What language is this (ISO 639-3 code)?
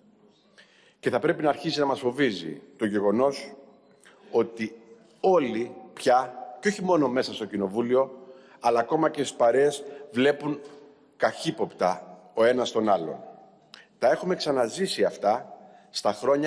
ell